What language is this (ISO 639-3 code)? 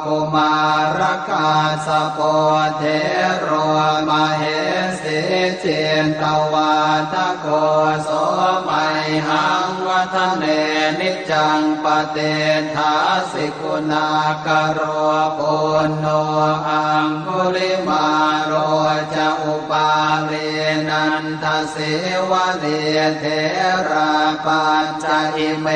pli